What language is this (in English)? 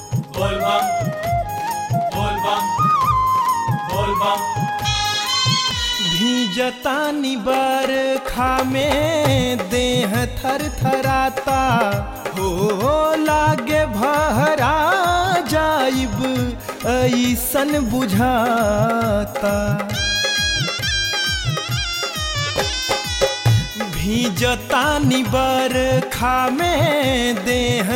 Bhojpuri